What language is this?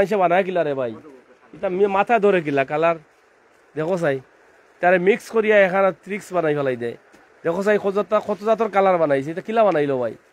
Sylheti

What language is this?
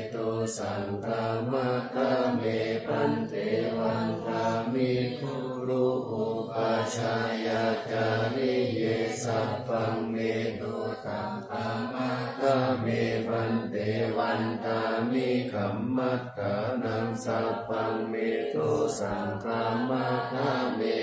Pali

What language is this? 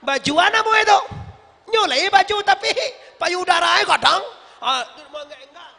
Minangkabau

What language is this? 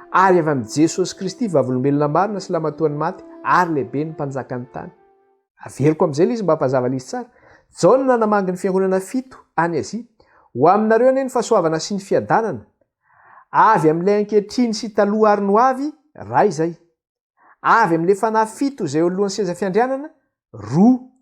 Malagasy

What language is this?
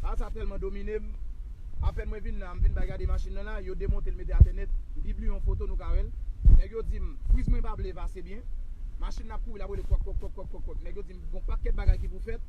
Haitian Creole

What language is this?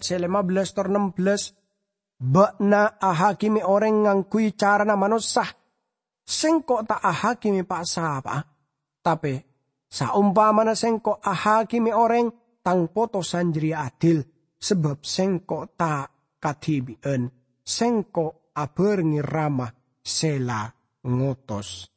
Madurese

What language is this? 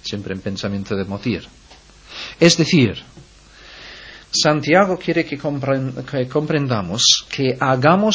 Spanish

